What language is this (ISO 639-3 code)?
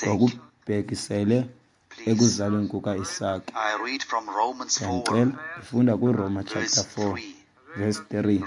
xho